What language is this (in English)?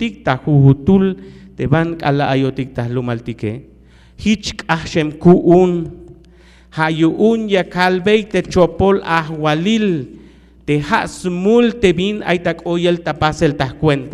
Tzeltal